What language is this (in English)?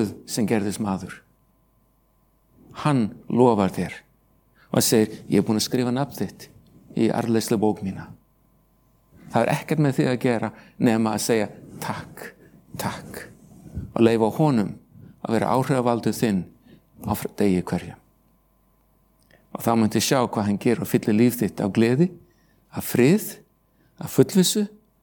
Icelandic